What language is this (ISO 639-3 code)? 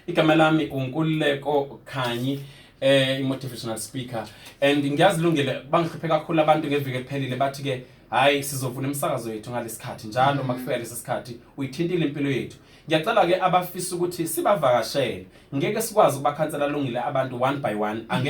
zul